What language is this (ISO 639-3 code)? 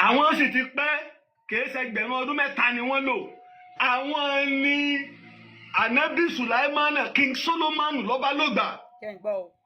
yor